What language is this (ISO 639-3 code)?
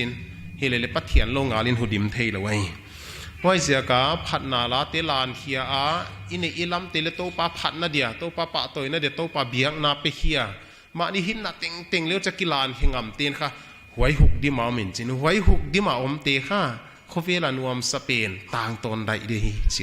pck